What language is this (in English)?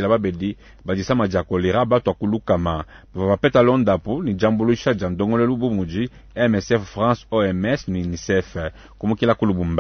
Luba-Lulua